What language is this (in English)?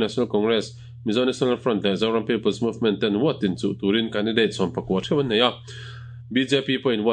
Mizo